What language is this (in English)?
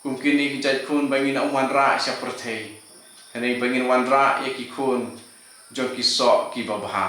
Khasi